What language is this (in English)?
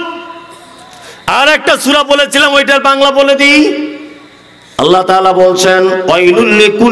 Bangla